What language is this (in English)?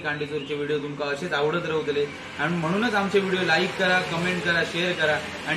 Konkani